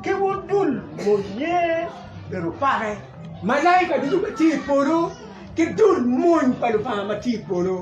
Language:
Acoli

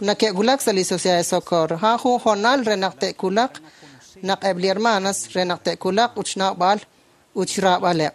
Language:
Kekchí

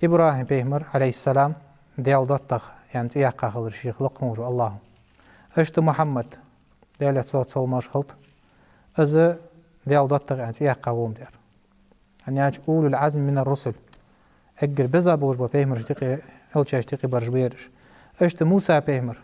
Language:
Ingush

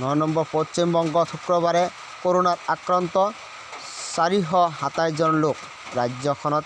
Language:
Assamese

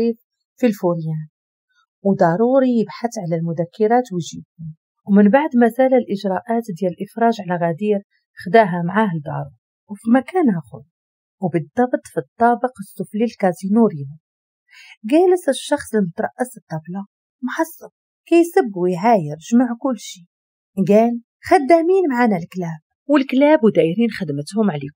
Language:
Moroccan Arabic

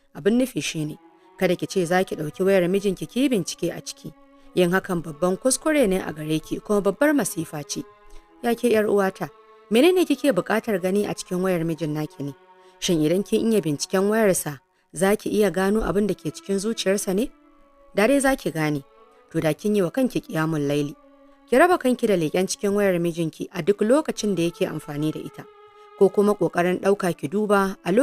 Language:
Hausa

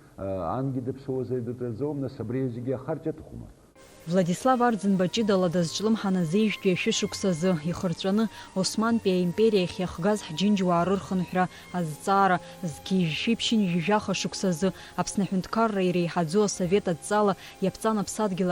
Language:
Abkhazian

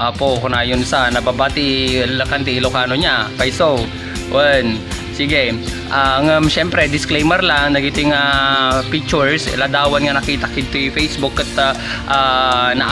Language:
Iloko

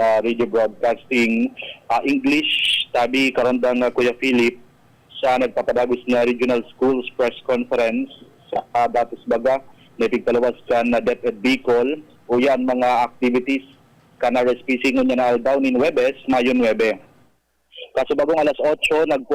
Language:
Bikol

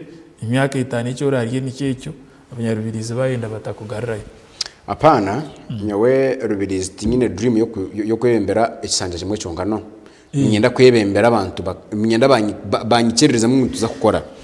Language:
Nyankole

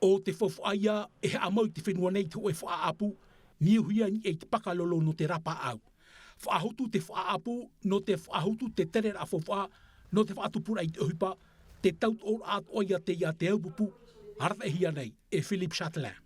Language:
Tahitian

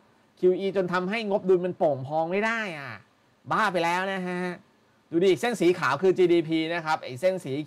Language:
Thai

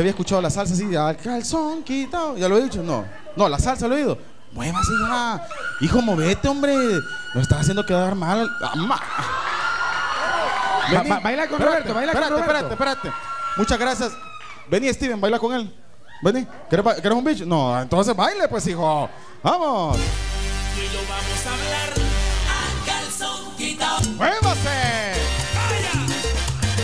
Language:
Spanish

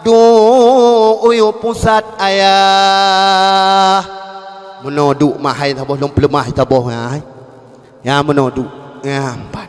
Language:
Achinese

